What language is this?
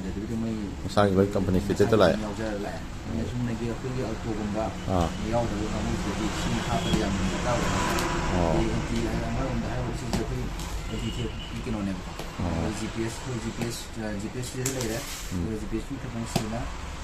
Manipuri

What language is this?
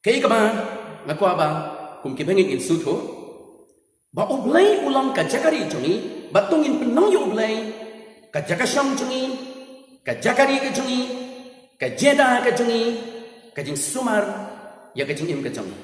Khasi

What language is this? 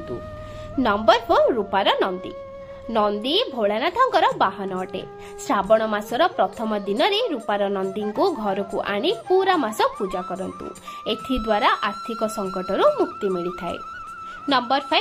Odia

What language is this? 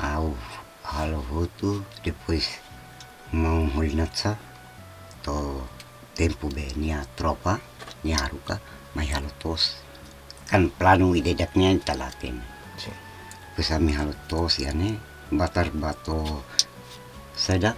Tetum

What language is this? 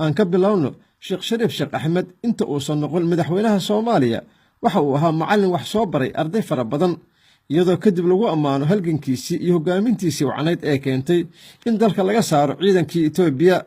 Somali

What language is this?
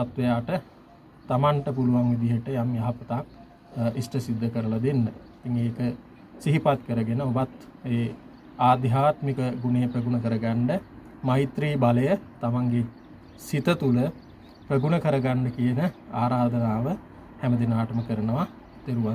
Sinhala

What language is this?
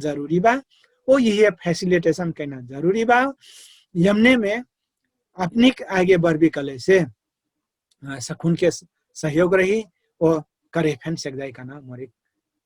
Dangaura Tharu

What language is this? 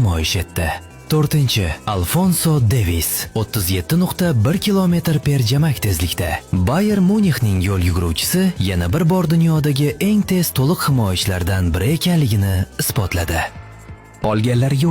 Uzbek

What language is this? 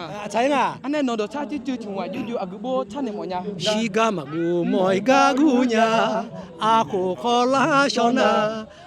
Akha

